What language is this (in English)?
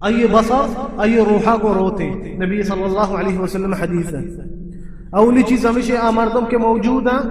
Baluchi